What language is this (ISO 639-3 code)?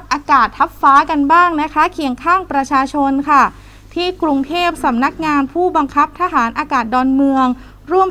tha